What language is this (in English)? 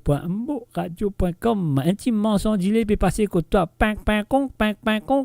Morisyen